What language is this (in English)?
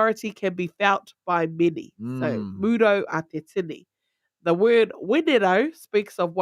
Māori